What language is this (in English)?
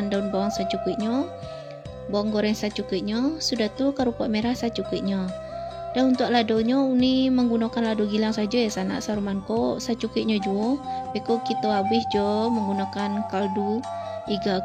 Minangkabau